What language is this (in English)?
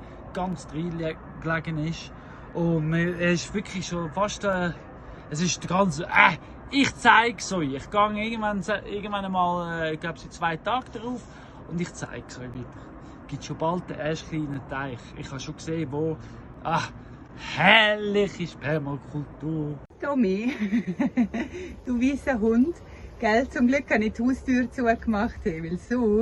Swiss German